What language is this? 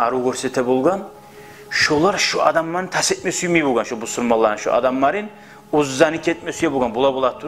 Kumyk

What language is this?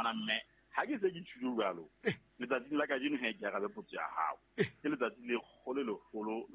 Southern Sotho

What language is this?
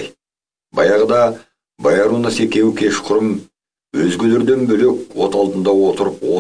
Kazakh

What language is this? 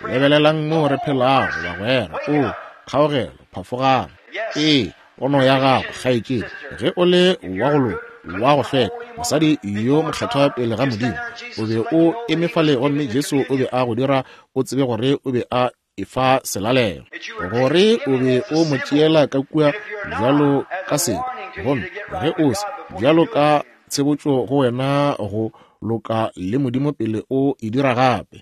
Northern Sotho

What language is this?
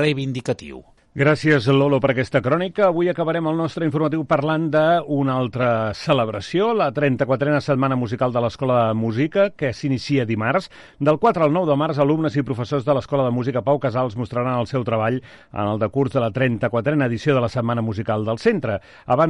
Catalan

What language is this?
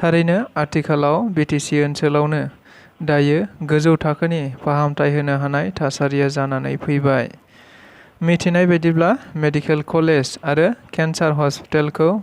Bodo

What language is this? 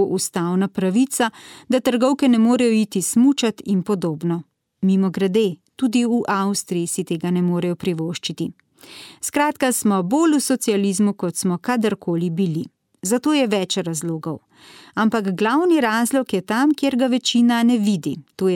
Slovenian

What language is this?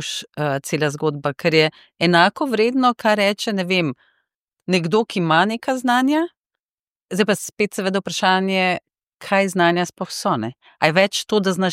Slovenian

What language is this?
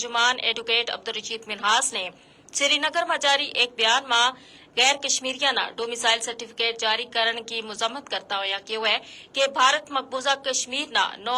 Gujari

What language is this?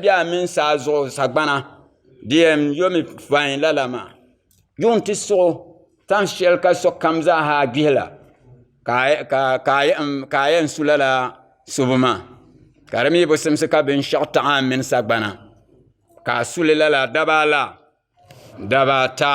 Dagbani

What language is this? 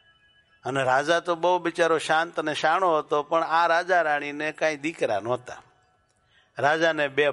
Gujarati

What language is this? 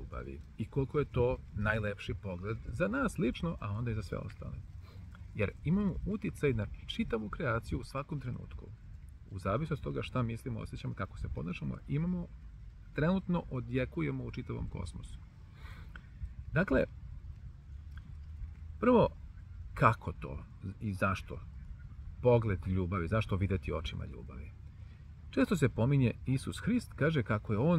Serbian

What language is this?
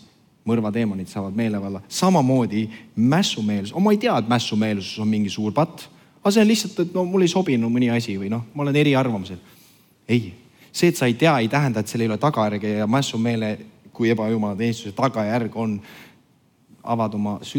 Estonian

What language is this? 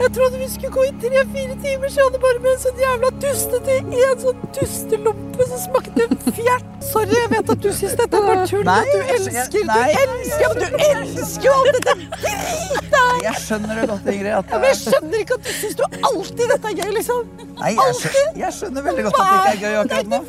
Norwegian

